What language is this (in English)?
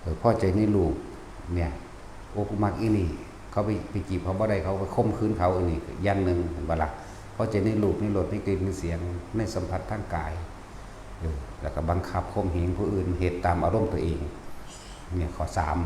Northeastern Thai